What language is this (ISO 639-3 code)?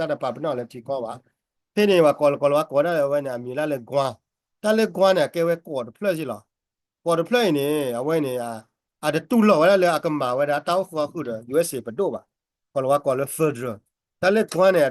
ksw